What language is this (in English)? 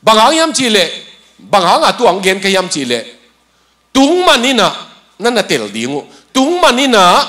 Tedim Chin